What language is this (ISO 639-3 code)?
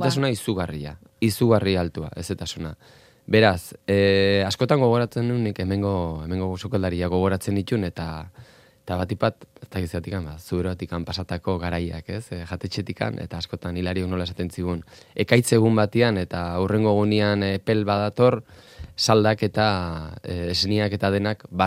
eus